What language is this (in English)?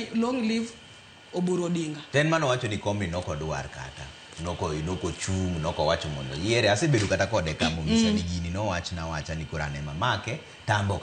Luo (Kenya and Tanzania)